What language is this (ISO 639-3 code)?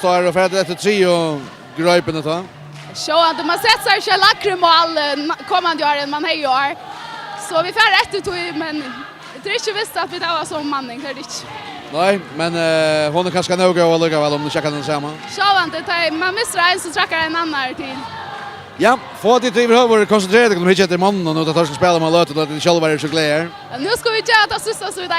fao